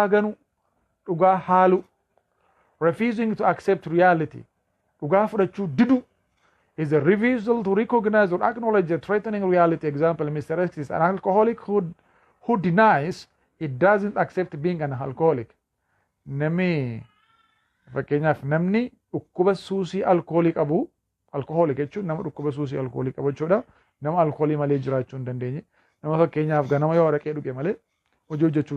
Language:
Oromo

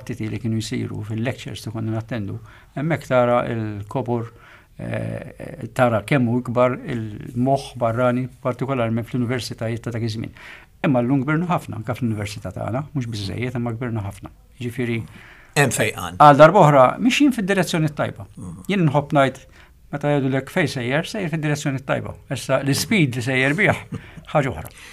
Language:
Maltese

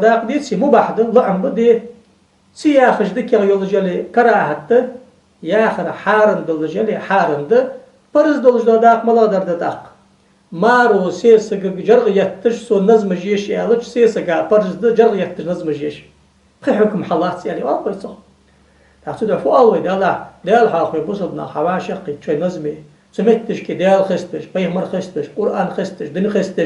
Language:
Ingush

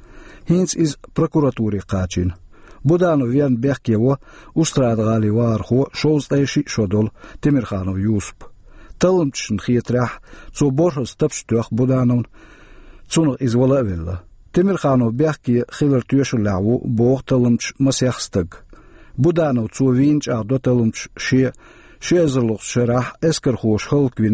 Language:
Chechen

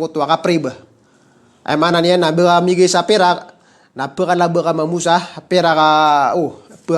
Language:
Maranao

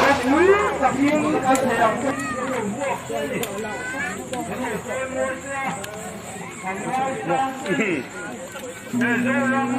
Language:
Mizo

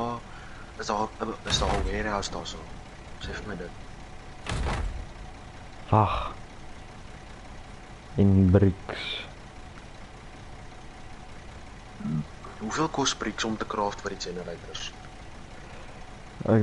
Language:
Afrikaans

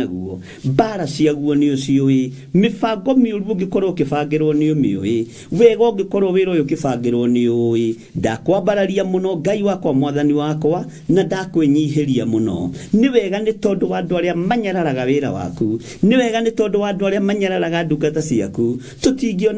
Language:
Kikuyu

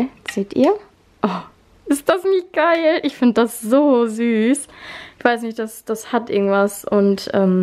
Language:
German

